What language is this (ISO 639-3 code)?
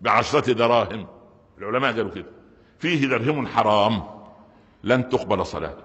arz